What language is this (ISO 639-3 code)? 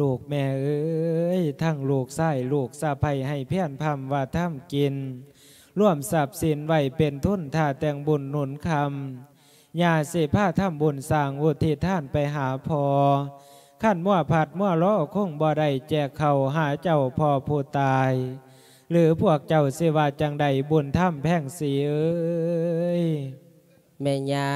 lao